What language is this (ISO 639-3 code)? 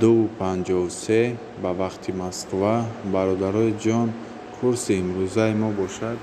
tgk